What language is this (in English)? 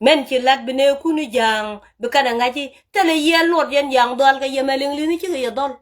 Nuer